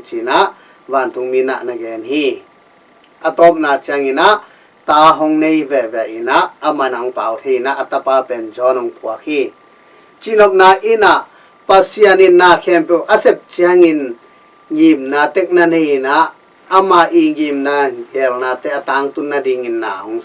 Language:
Tedim Chin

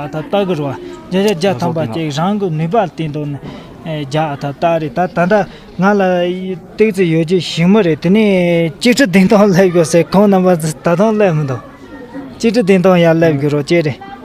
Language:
Tibetan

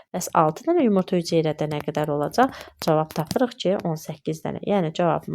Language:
Azerbaijani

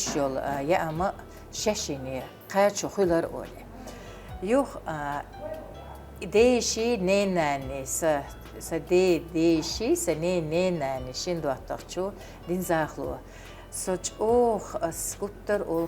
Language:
Chechen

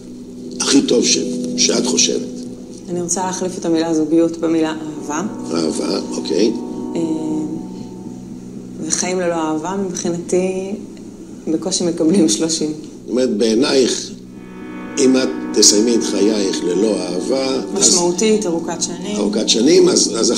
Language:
Hebrew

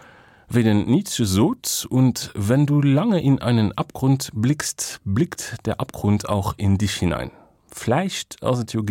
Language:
Luxembourgish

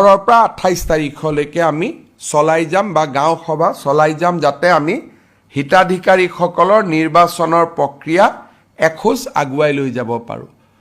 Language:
Assamese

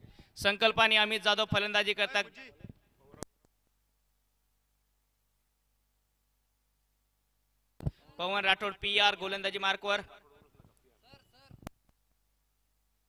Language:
Marathi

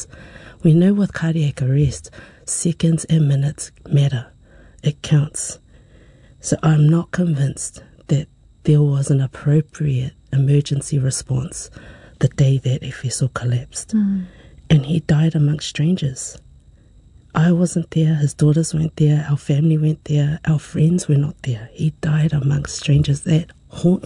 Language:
English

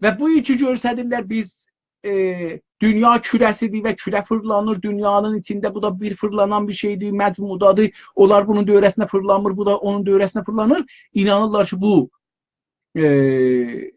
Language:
South Azerbaijani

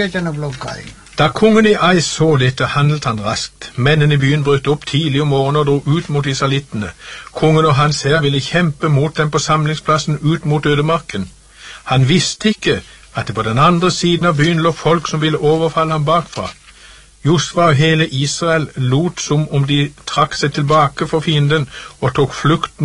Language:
Norwegian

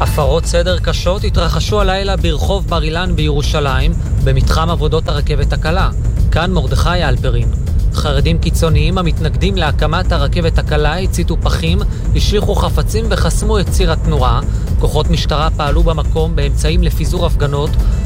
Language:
Hebrew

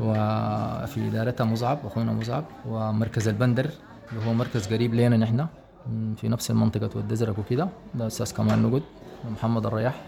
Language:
Sudanese Arabic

